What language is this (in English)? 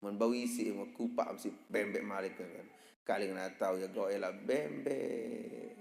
Sasak